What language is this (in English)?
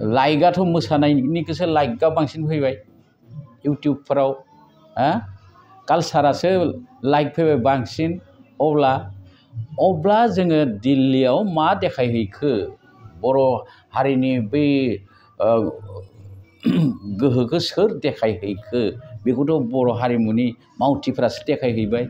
Bodo